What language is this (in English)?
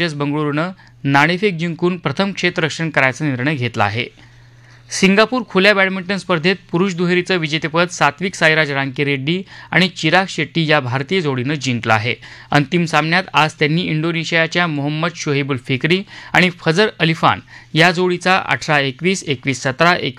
Marathi